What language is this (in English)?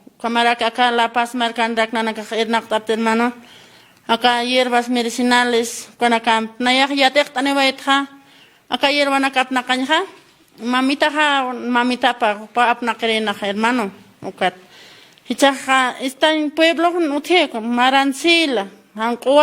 Aymara